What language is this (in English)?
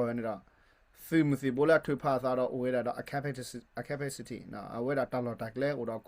S'gaw Karen